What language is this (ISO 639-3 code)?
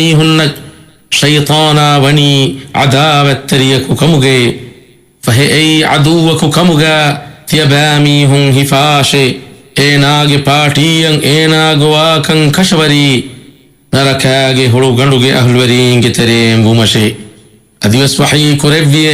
div